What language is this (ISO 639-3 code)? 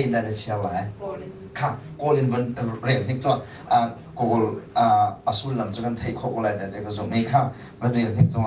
cnh